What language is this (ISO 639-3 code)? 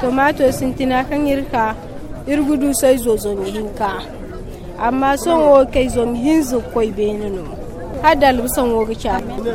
dje